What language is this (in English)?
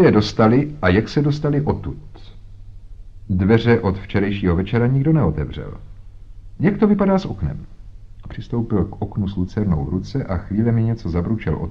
Czech